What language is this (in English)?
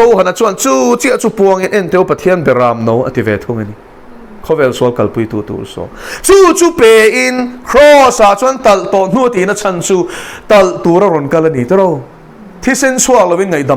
Mizo